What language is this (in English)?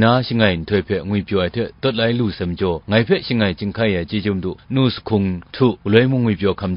Kachin